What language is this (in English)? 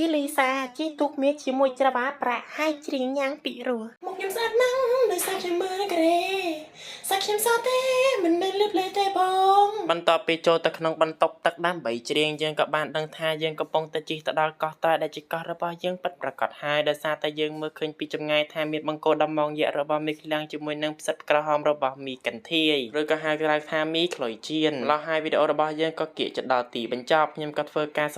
Khmer